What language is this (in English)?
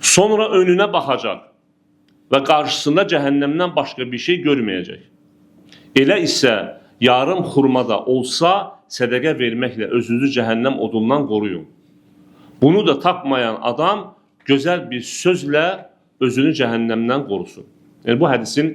Azerbaijani